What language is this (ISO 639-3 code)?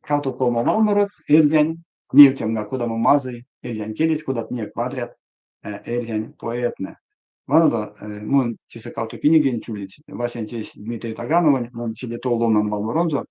myv